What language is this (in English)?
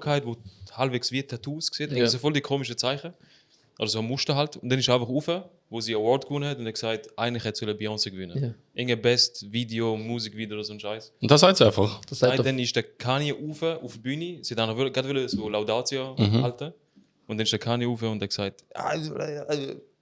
Swiss German